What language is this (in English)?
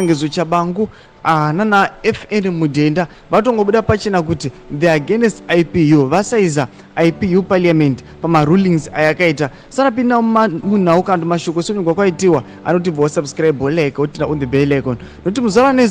Shona